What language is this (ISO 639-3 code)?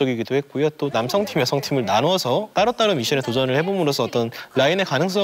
kor